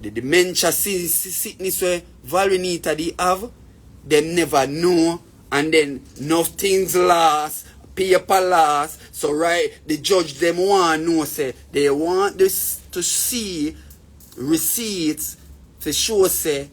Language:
Jamaican Creole English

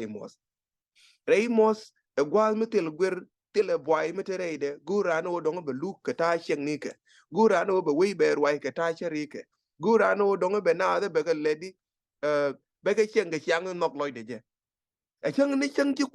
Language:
Nuer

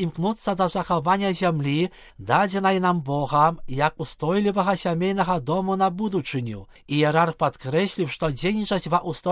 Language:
Belarusian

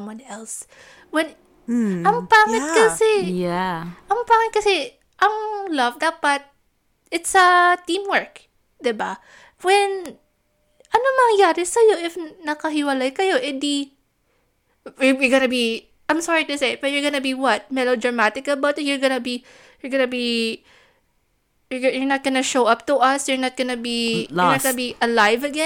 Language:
Filipino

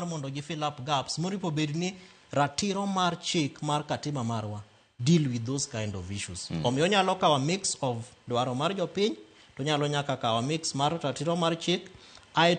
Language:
Luo (Kenya and Tanzania)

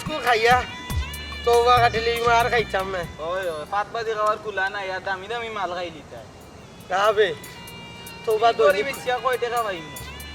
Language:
Sylheti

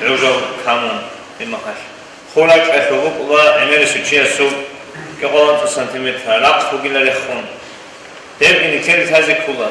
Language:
Avaric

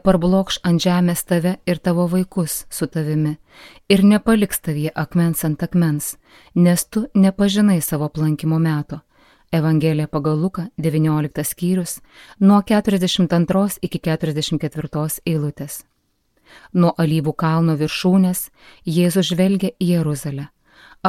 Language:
Lithuanian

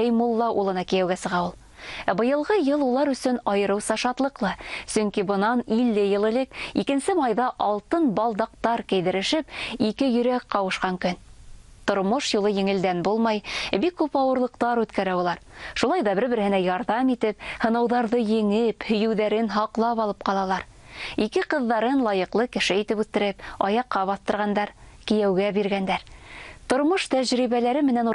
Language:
Bashkir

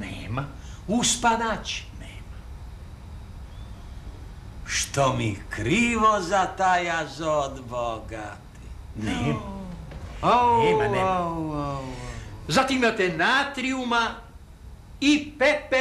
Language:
Serbian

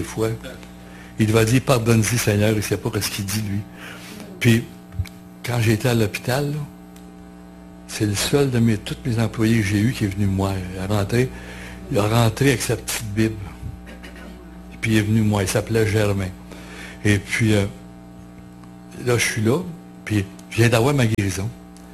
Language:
French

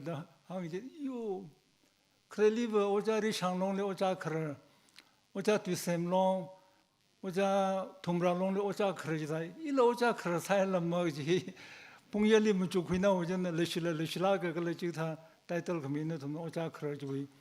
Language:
Tangkhul Naga (India)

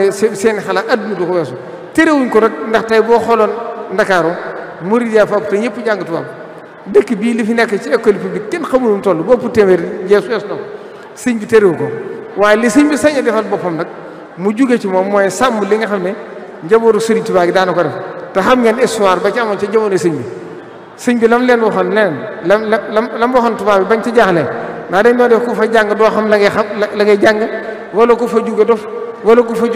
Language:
Wolof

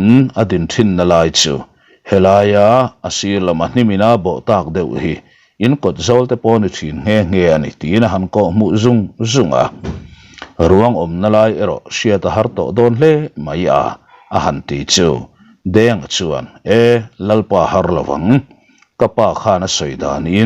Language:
Mizo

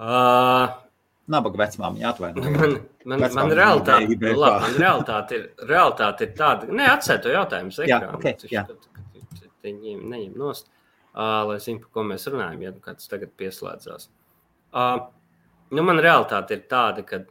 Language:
Latvian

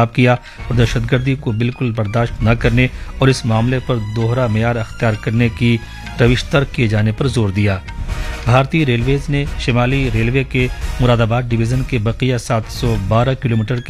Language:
Urdu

